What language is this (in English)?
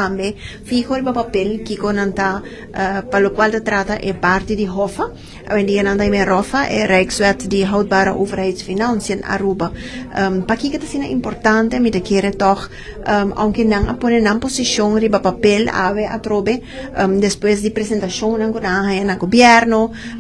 Papiamento